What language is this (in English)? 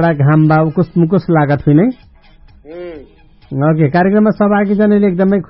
Dangaura Tharu